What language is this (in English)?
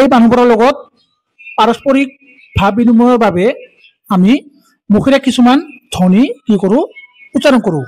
Assamese